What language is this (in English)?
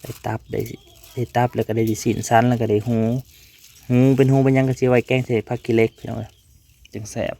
Northeastern Thai